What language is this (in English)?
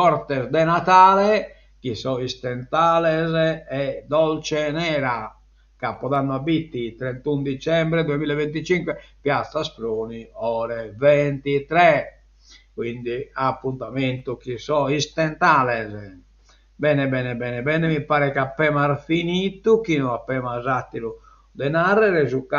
Sardinian